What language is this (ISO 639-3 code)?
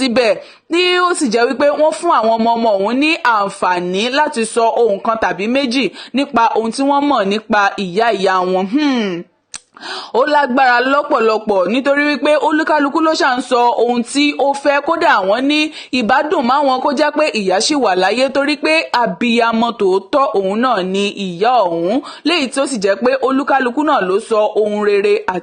yor